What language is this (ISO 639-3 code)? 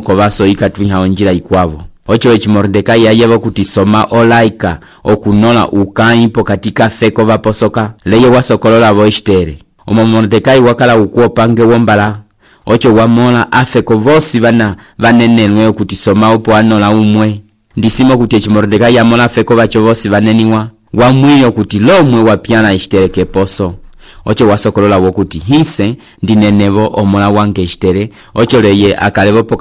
umb